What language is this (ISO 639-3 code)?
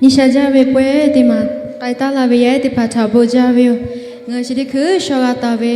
lhu